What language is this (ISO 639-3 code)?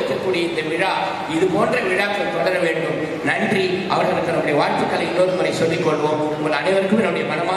tam